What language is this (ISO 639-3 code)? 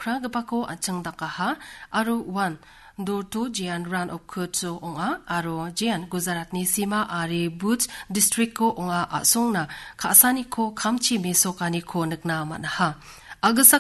grt